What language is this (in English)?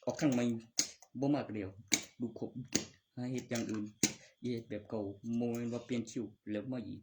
Northeastern Thai